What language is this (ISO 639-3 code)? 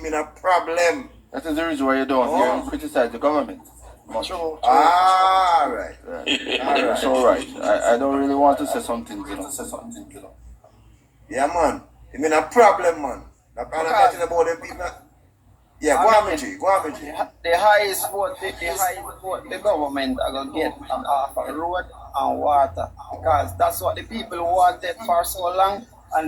jam